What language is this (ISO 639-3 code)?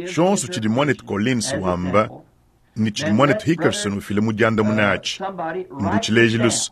lua